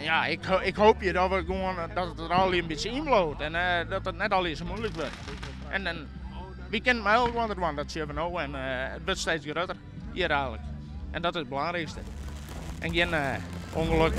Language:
Western Frisian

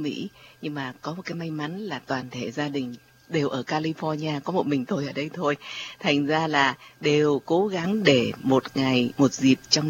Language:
Vietnamese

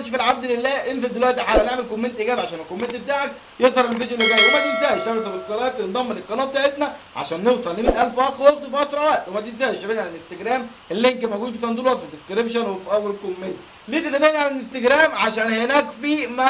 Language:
Egyptian Arabic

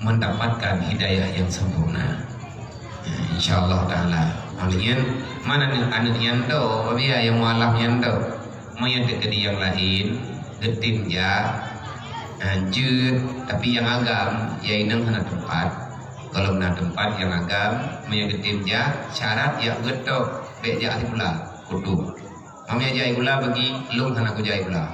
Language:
Achinese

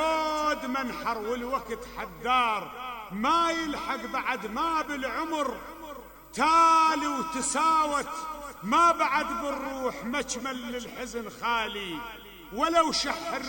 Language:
Mesopotamian Arabic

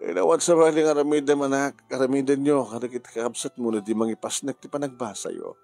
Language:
Iloko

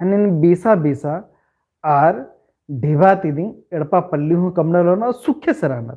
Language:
Kurukh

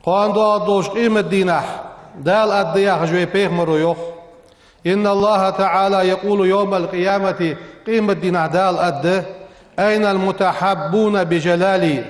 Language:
Ingush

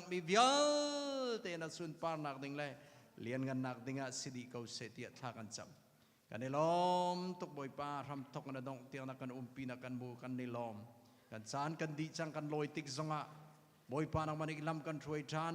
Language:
Hakha Chin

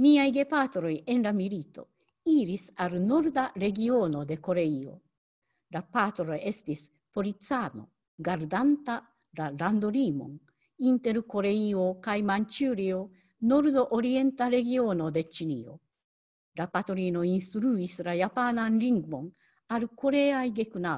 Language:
Esperanto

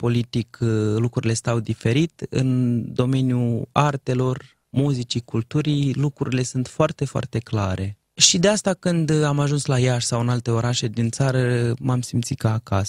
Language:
Romanian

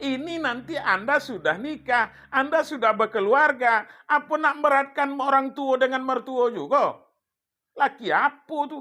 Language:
Minangkabau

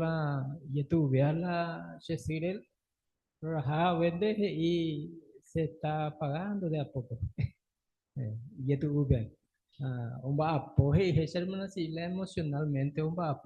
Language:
Guarani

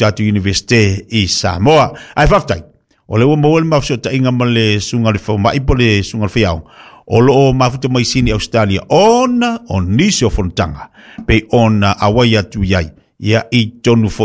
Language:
Samoan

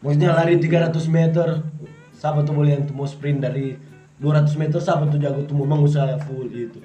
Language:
Manado Malay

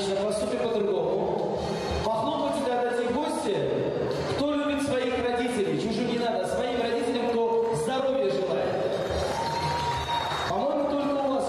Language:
Russian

